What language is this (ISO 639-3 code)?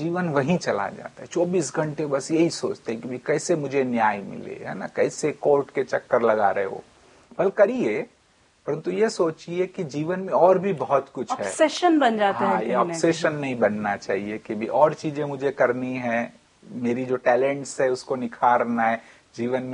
hin